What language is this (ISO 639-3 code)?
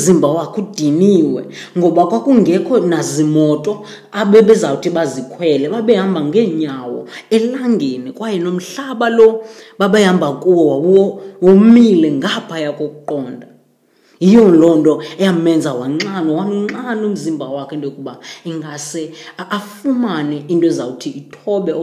xho